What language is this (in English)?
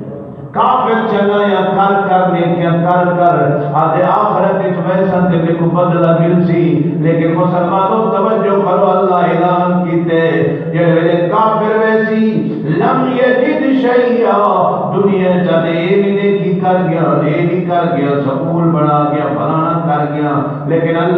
Saraiki